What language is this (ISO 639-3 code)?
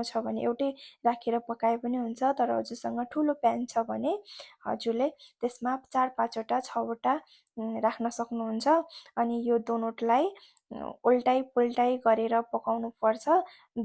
nep